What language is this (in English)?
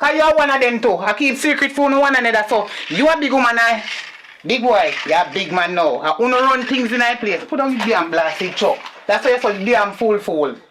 Jamaican Creole English